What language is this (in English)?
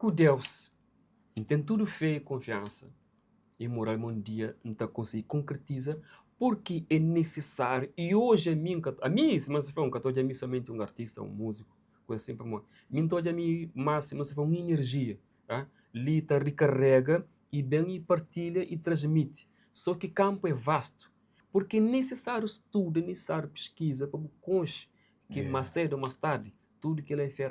Kabuverdianu